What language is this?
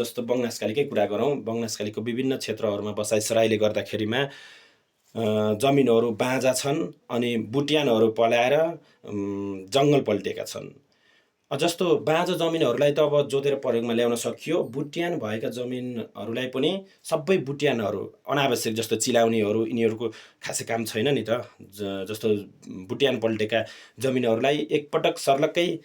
Nepali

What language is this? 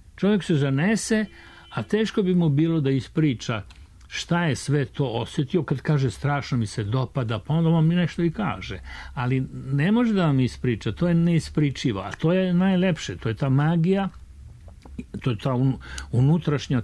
Serbian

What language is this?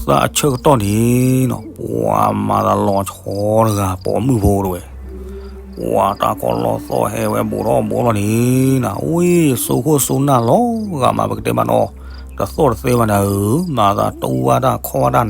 S'gaw Karen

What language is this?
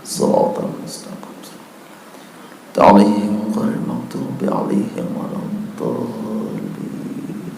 Sasak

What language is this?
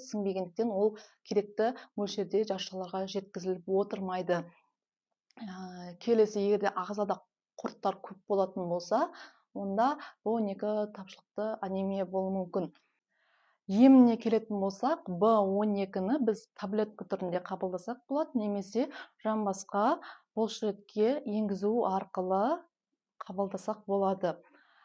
Kazakh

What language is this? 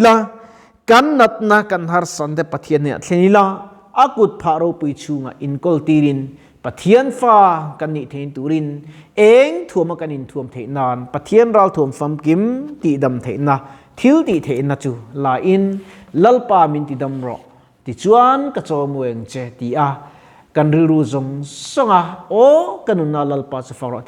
Mizo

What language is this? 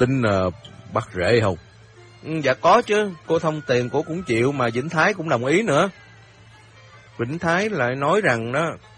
Vietnamese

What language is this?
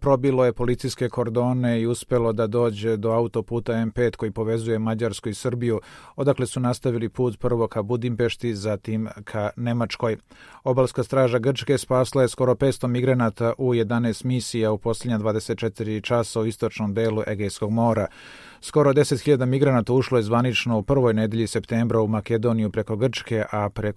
Serbian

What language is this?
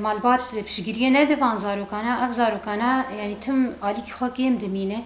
Kurdish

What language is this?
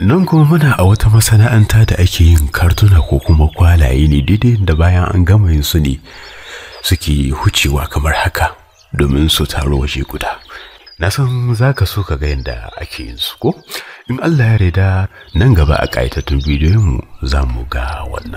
Hausa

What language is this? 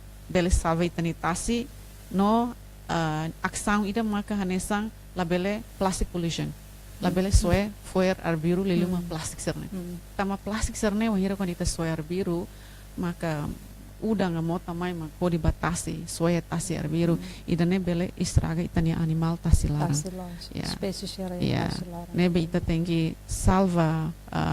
Tetum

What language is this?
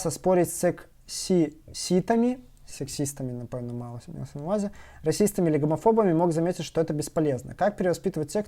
Belarusian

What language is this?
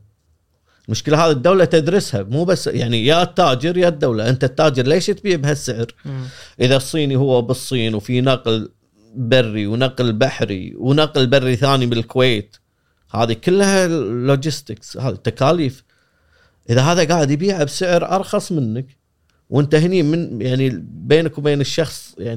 Gulf Arabic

